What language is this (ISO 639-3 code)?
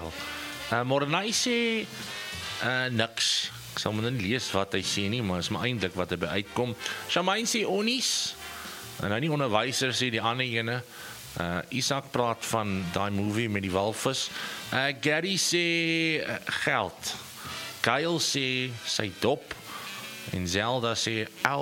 afr